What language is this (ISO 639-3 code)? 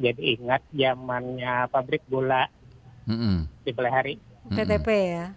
bjn